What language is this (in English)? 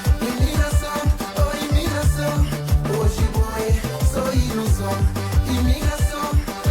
Kabuverdianu